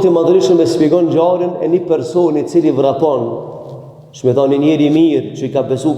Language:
Albanian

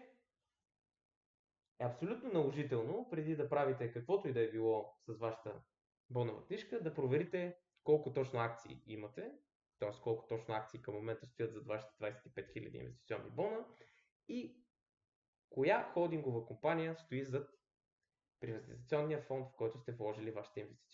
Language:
Bulgarian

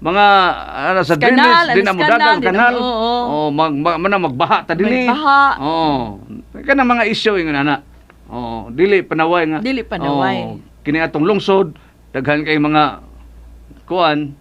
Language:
Cebuano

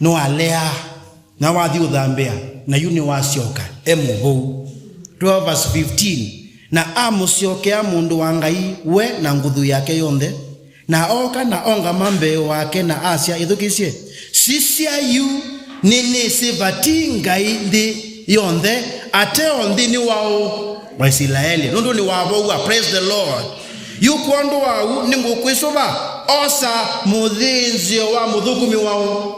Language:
Kamba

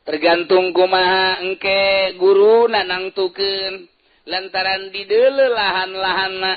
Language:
Sundanese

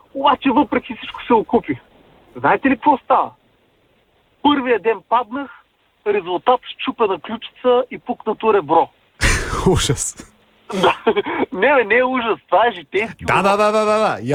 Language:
Bulgarian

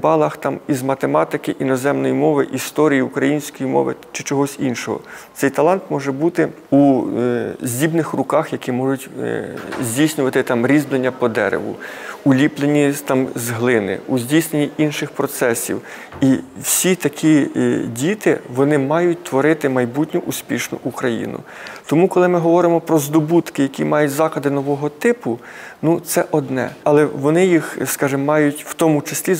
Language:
Ukrainian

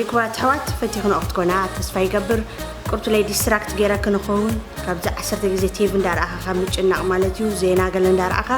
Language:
Tigrinya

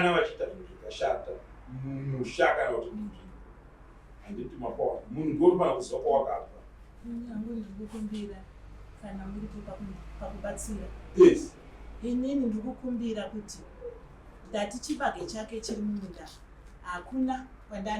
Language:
Shona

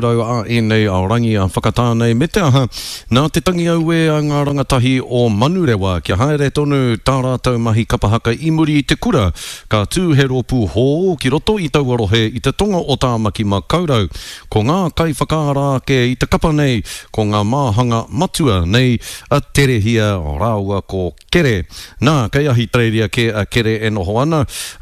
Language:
Māori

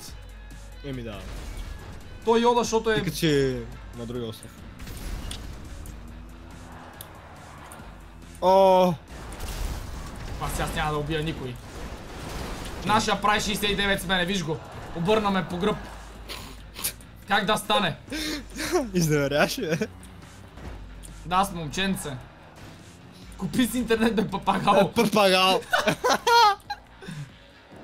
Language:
Bulgarian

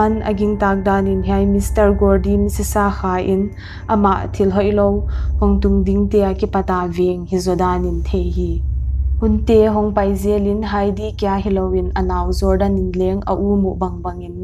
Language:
Paite Chin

